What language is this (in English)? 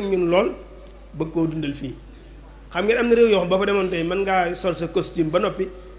Wolof